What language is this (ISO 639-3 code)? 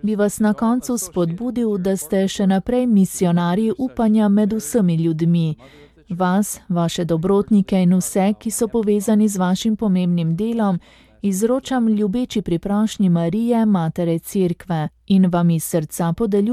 slv